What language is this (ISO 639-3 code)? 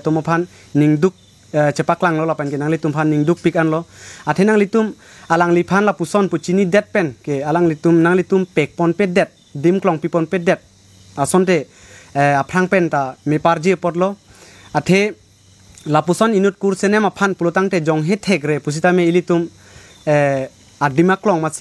mjw